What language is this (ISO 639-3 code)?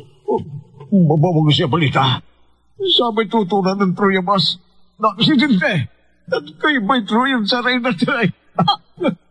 pag